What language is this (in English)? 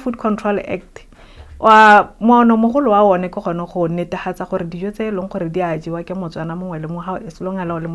Tswana